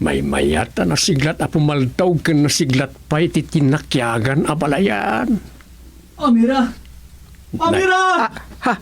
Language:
Iloko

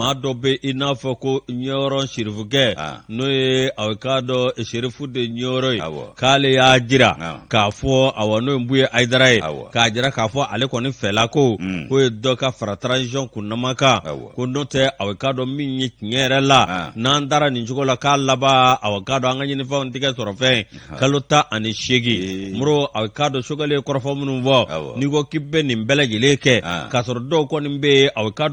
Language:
Bambara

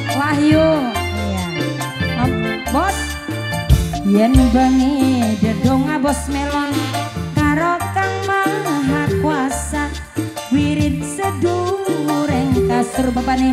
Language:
Javanese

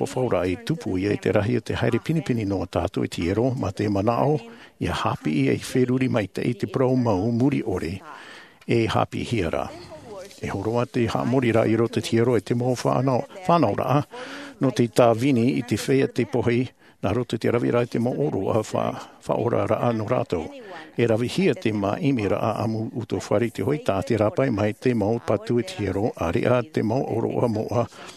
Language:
Tahitian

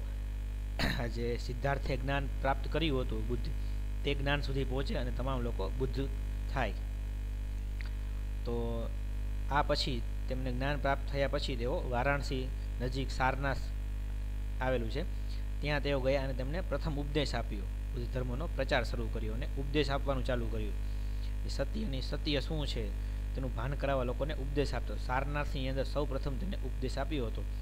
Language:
Gujarati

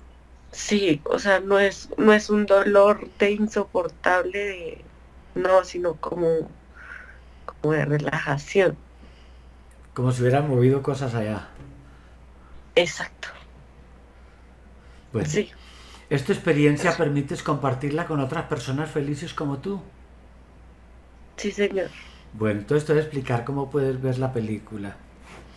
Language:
Spanish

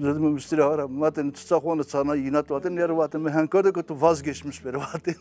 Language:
Zaza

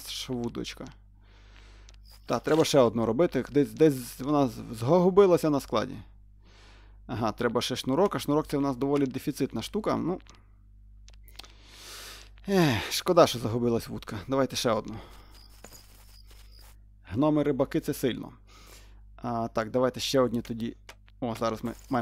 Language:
Ukrainian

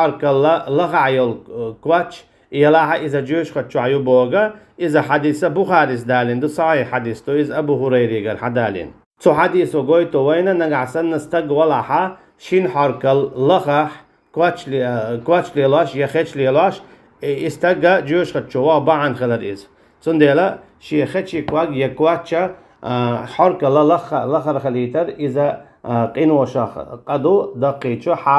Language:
Chechen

